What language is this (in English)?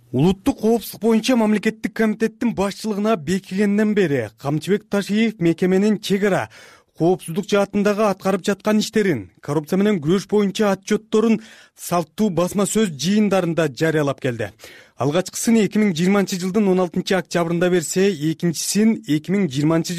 Kyrgyz